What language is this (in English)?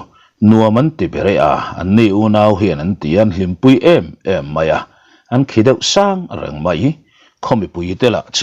Mizo